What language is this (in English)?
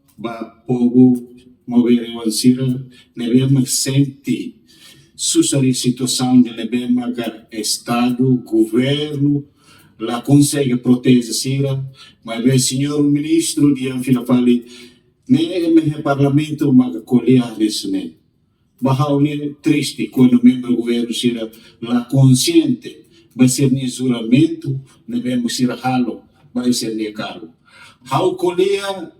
Tetum